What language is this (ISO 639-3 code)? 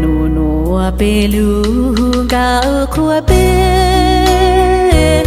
hmn